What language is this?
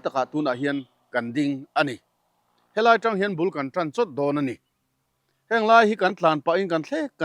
Mizo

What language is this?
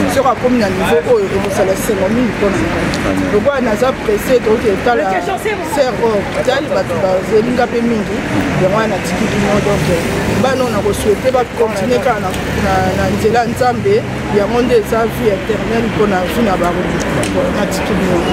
Lingala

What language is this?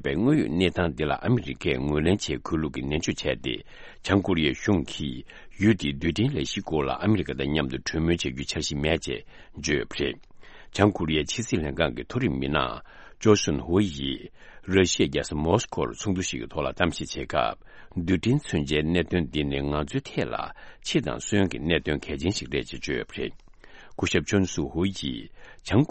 Tibetan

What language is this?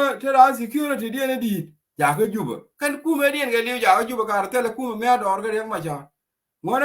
Nuer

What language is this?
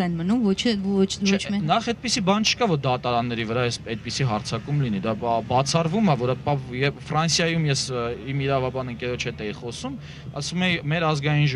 Armenian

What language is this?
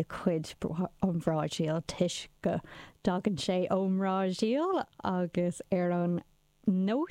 Irish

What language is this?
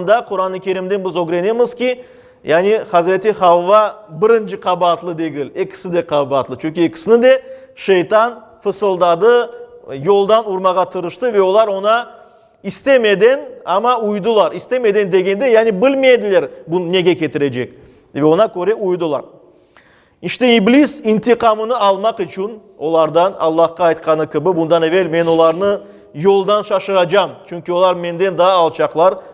Crimean Tatar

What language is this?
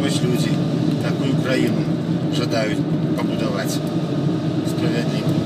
Belarusian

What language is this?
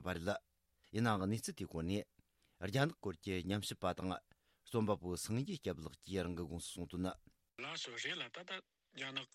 Tibetan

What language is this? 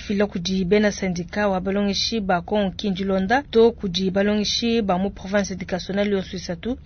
Luba-Lulua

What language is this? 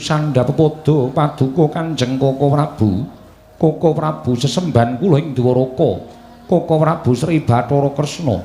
Javanese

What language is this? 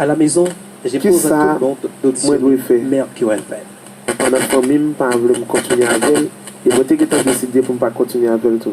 Haitian Creole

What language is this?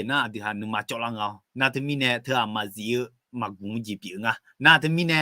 Akha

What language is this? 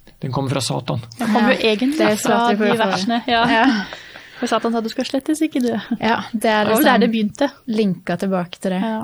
Norwegian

